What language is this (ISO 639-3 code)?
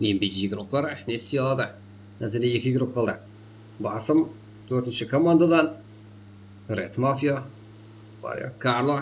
kaa